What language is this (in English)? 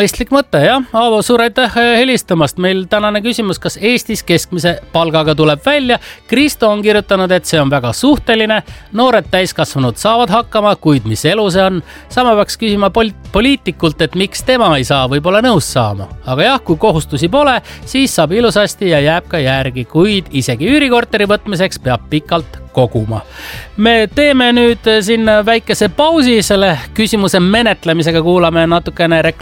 Estonian